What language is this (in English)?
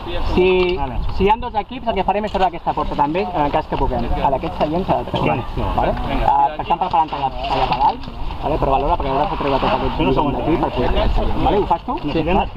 Catalan